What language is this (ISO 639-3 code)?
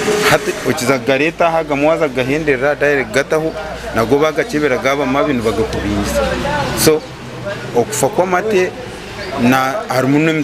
nyn